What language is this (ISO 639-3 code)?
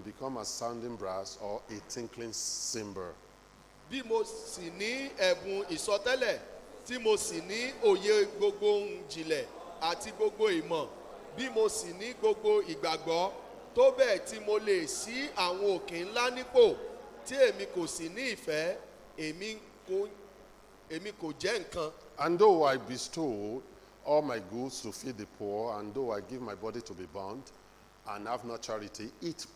yor